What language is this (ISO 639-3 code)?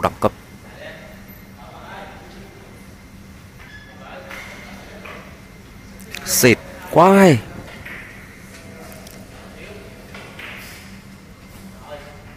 vie